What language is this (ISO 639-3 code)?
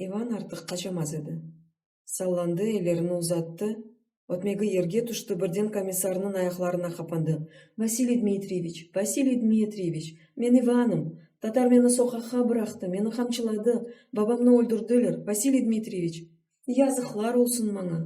crh